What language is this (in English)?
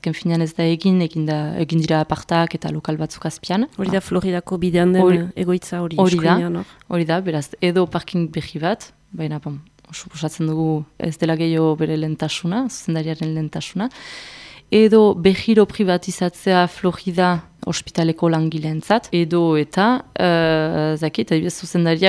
Basque